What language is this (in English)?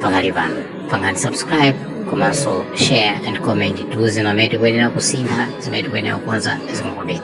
Nyanja